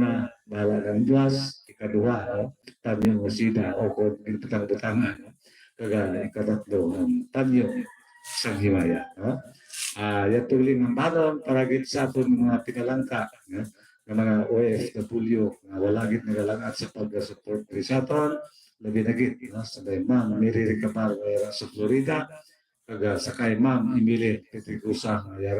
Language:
Hiligaynon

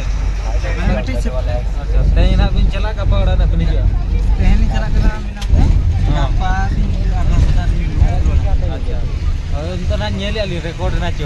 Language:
Santali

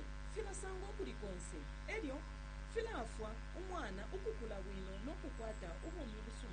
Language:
Bemba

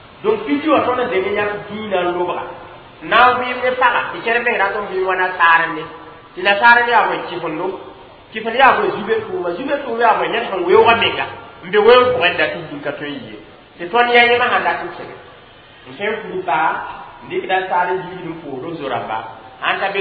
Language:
Mossi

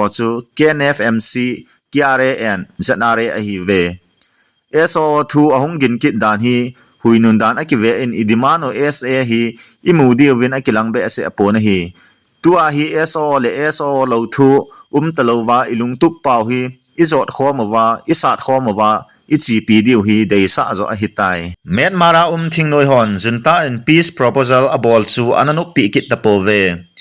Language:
Thado Chin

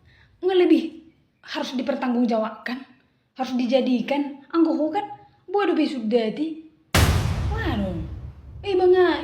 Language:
Batak Toba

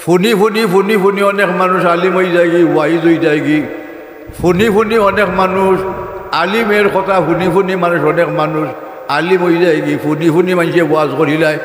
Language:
Sylheti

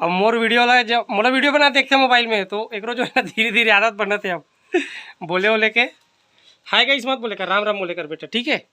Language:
Chhattisgarhi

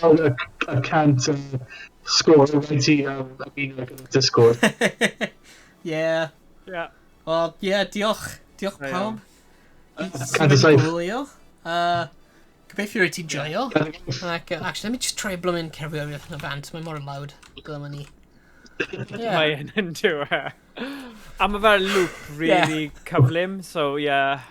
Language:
Welsh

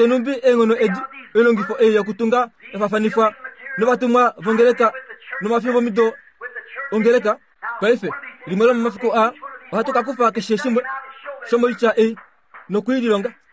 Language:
Kuanyama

